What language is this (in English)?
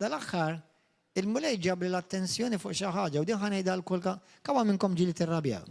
Maltese